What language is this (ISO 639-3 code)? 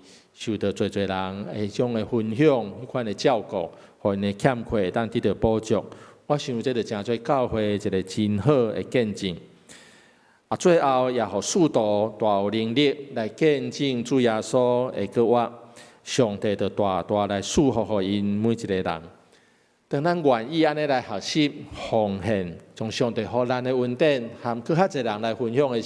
nan